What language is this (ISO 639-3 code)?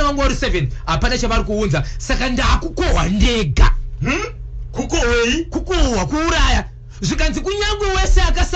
sna